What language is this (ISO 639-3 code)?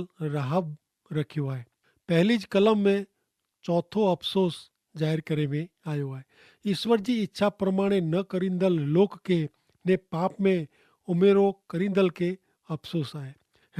kfr